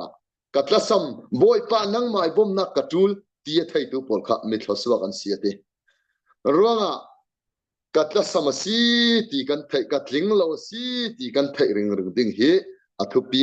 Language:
Falam Chin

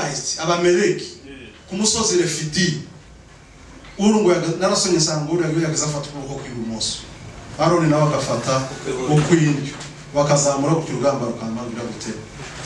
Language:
Kinyarwanda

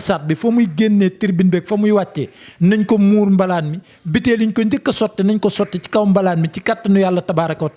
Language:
Wolof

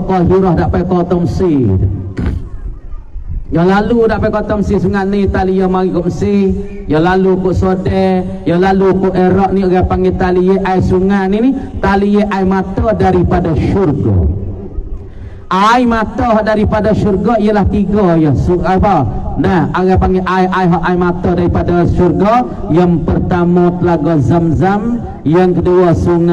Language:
Pattani Malay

